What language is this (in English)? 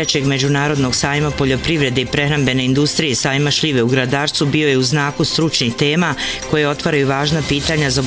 Bosnian